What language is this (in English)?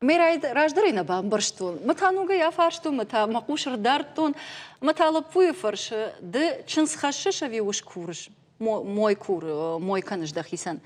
Ossetic